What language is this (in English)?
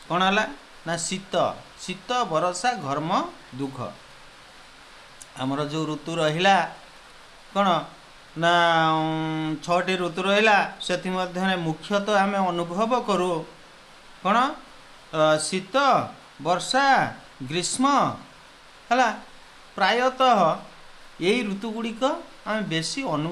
Odia